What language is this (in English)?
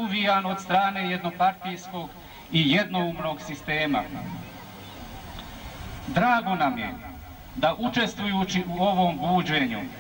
Bosnian